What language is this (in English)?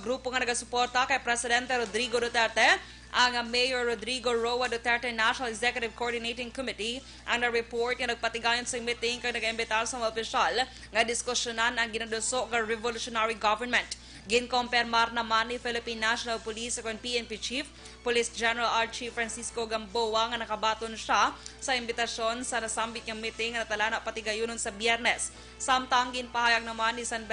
Hiligaynon